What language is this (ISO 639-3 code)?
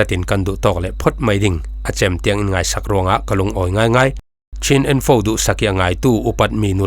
cfm